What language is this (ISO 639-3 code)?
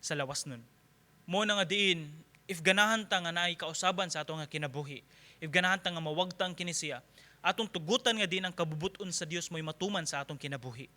ceb